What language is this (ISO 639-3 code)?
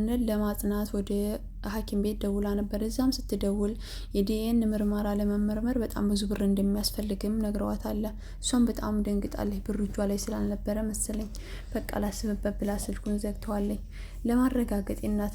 amh